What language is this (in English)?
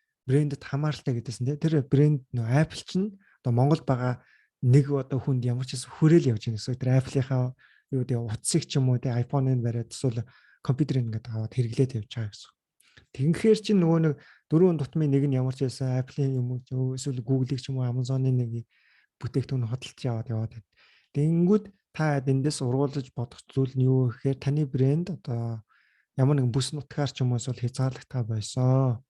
Mongolian